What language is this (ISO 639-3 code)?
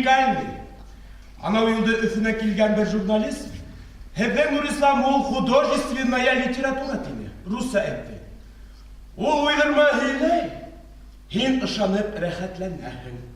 bak